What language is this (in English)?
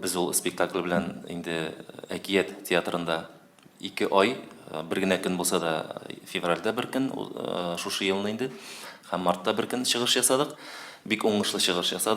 Tatar